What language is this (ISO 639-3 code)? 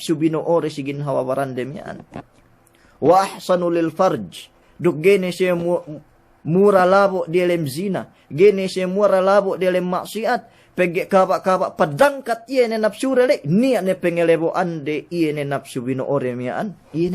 yka